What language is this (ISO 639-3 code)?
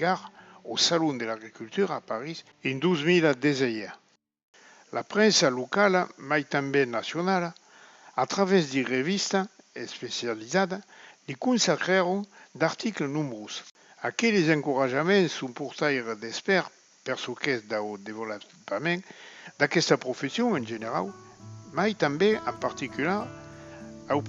oci